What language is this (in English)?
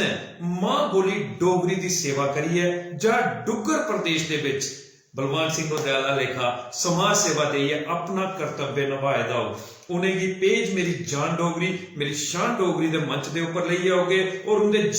Dogri